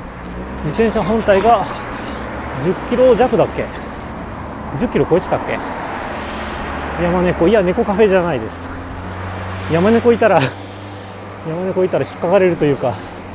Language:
Japanese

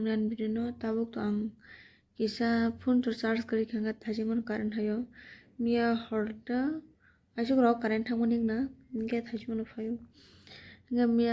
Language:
Kok Borok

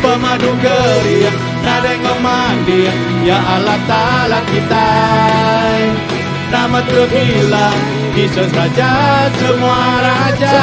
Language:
Iban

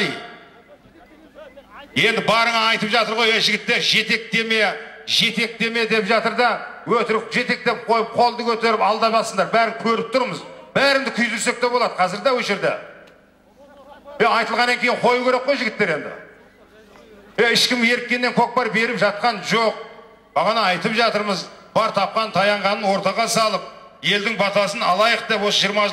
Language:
Kazakh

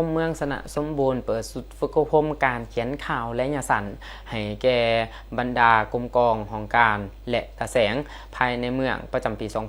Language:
Lao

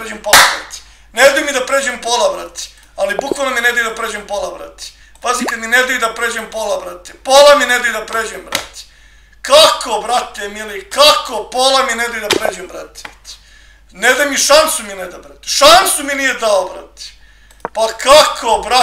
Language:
Serbian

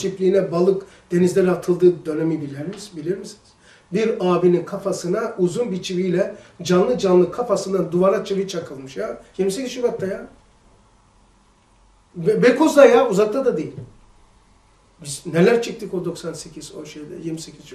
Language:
Turkish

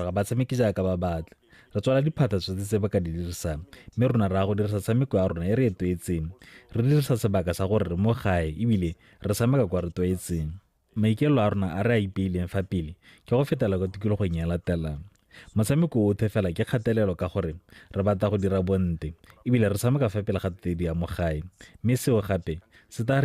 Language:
Tswana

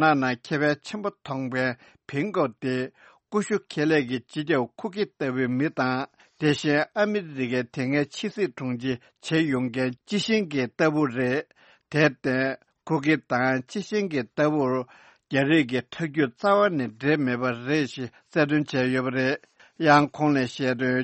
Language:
Tibetan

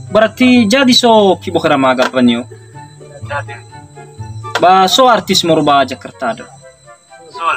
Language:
Nias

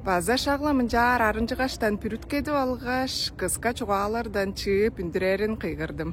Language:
Tuvinian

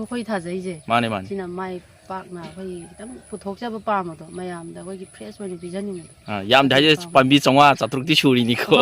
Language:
Manipuri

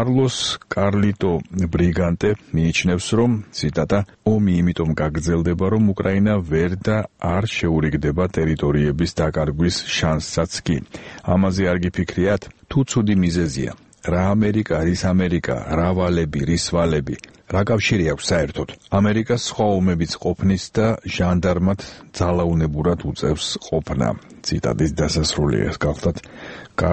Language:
Georgian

